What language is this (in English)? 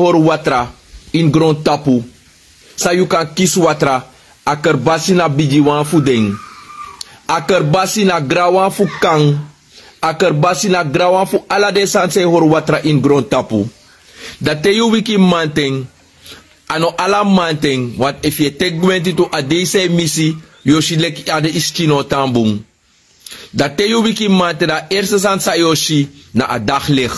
Sranan Tongo